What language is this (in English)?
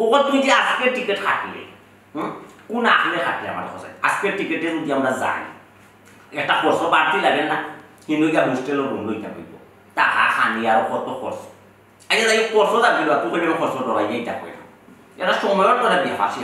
Sylheti